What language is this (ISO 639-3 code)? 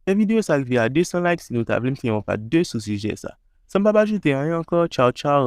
hat